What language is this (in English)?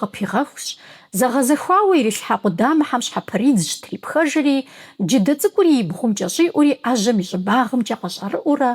Kabardian